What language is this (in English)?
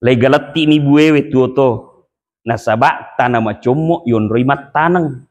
Buginese